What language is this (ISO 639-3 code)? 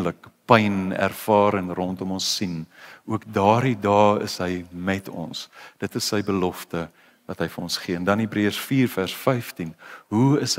afr